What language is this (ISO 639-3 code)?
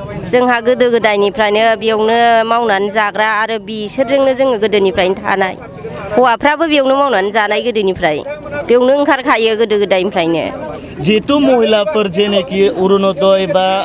brx